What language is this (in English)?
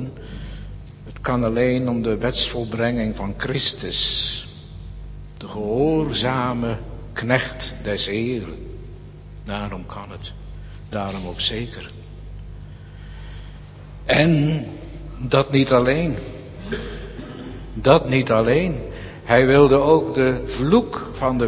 Dutch